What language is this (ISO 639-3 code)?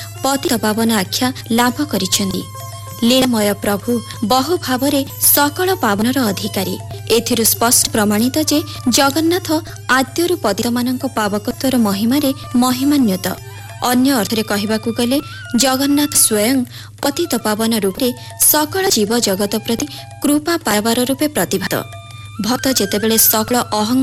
ori